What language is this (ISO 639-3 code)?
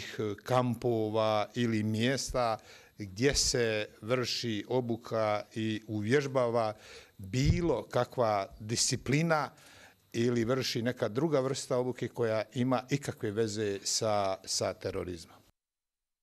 bos